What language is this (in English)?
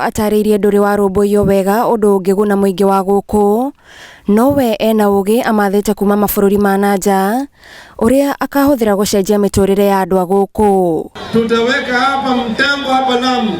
Kikuyu